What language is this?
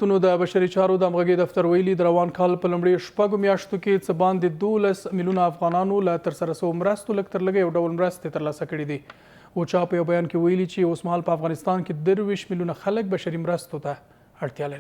Pashto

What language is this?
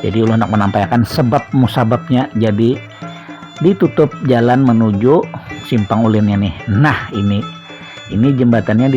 Banjar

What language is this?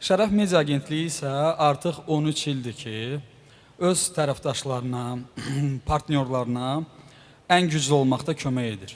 Azerbaijani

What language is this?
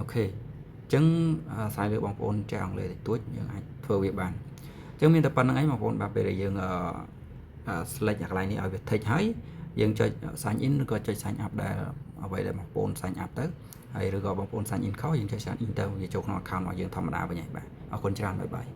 Khmer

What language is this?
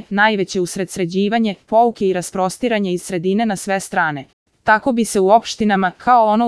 Serbian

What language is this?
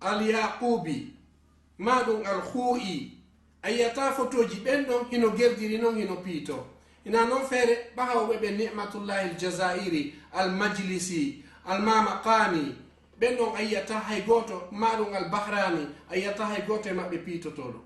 Fula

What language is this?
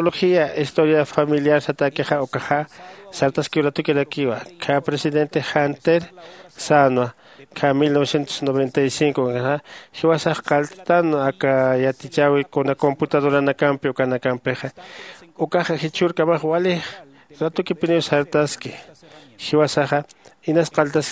Aymara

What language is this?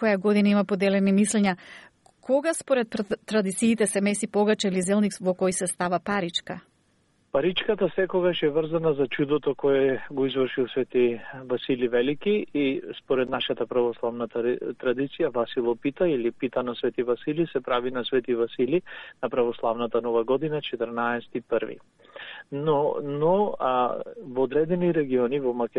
Macedonian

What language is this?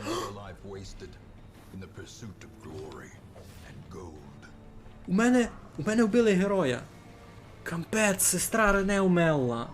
Rusyn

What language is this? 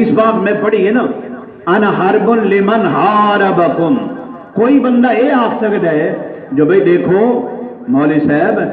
Saraiki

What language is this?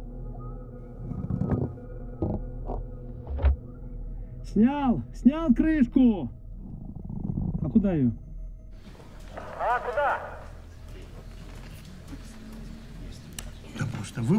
Russian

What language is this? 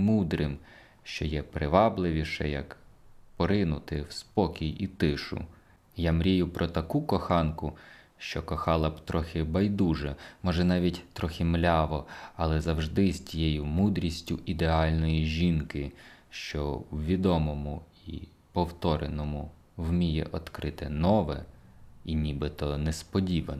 Ukrainian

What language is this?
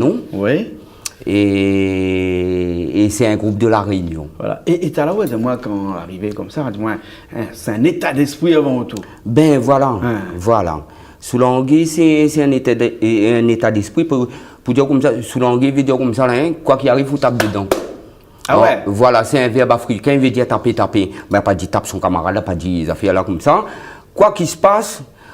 Réunion Creole French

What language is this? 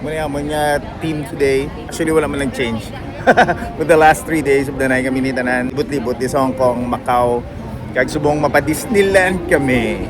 Hiligaynon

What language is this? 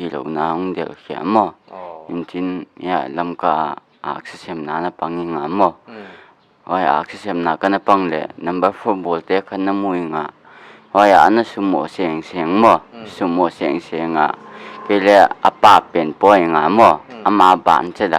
Paite Chin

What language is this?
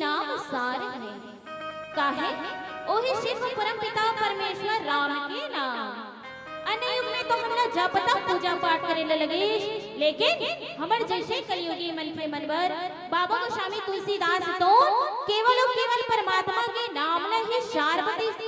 Chhattisgarhi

